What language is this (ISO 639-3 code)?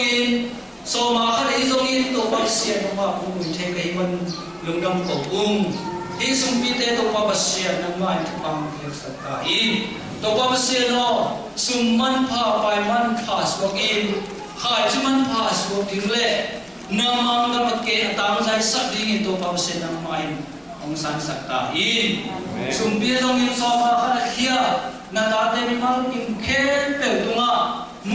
ctd